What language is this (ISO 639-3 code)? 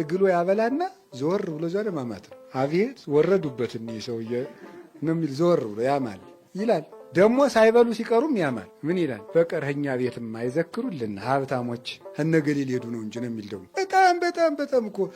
amh